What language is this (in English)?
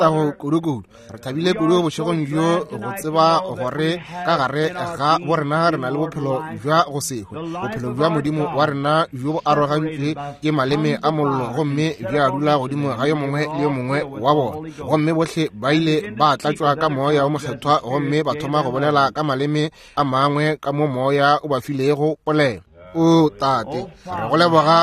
Northern Sotho